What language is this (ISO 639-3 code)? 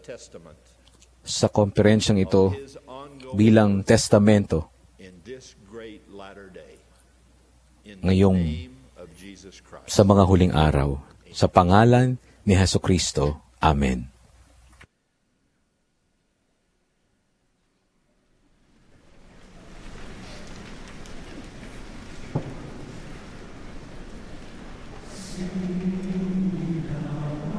fil